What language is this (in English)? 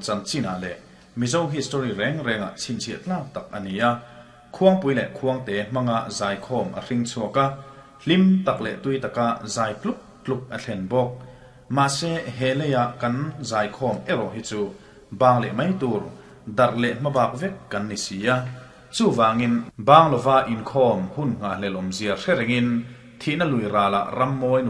Mizo